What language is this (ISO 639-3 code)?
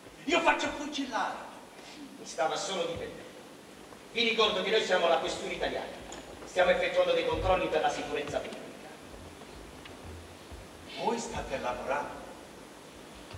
ita